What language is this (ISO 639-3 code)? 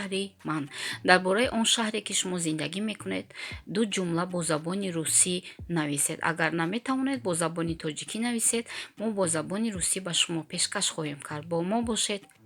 tgk